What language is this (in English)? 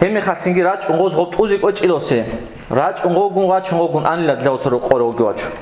Avaric